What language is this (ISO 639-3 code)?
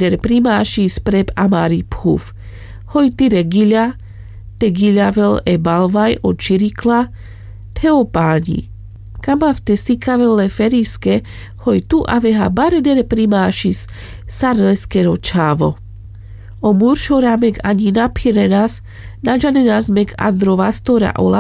rmc